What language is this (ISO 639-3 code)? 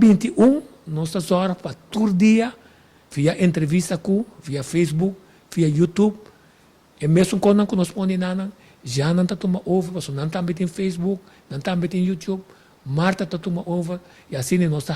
pap